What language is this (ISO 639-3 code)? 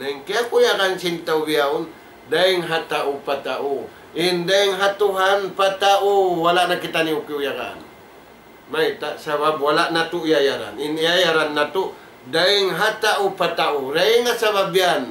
tsg